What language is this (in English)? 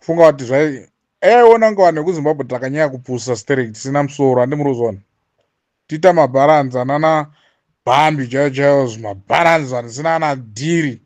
Shona